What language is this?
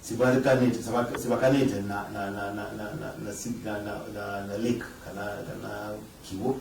Kamba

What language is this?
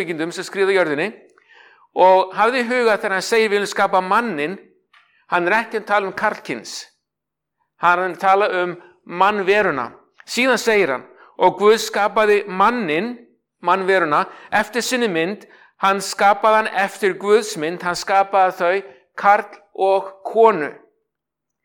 Icelandic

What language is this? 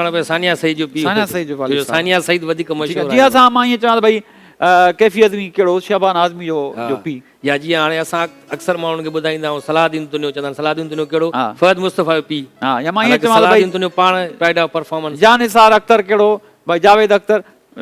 Sindhi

